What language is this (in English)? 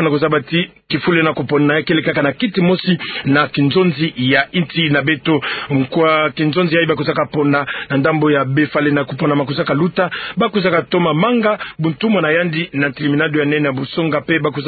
Kituba (Democratic Republic of Congo)